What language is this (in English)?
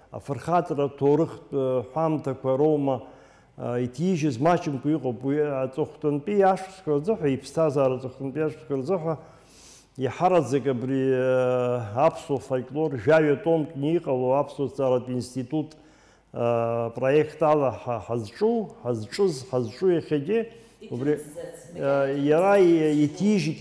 Abkhazian